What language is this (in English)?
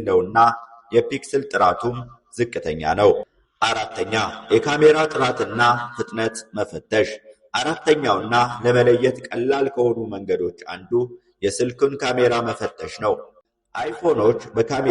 Amharic